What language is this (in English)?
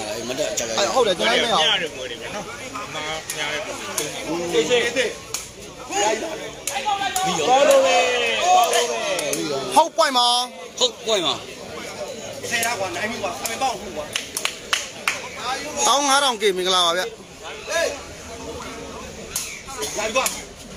Burmese